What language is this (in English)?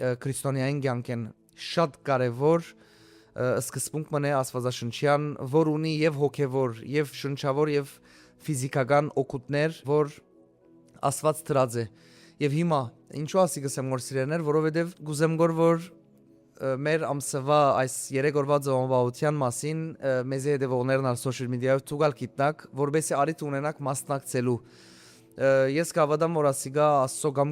Western Armenian